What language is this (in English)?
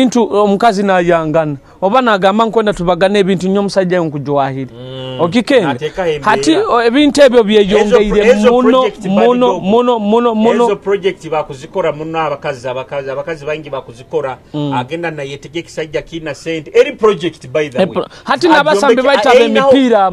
Nyoro